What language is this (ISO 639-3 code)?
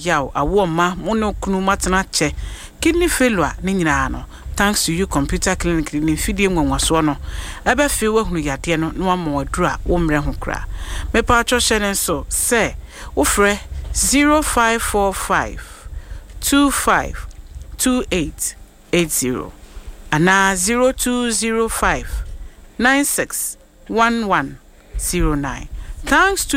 aka